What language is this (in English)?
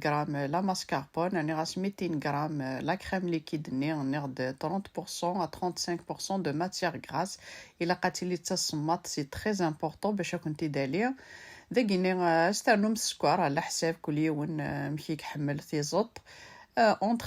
Kabyle